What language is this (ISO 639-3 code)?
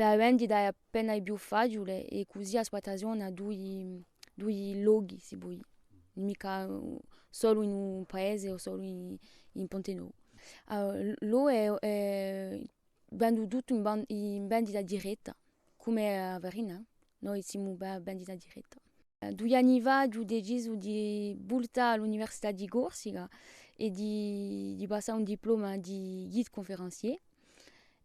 cos